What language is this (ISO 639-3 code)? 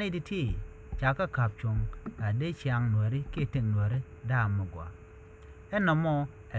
nus